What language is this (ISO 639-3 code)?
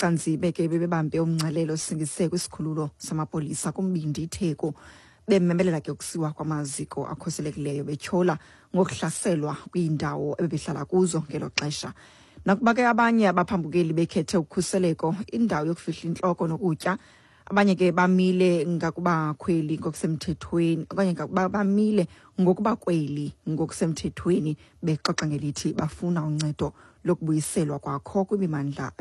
xho